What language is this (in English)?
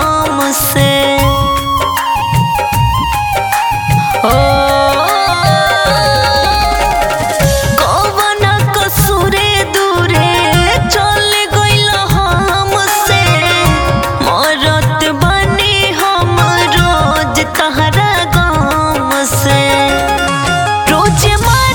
Bhojpuri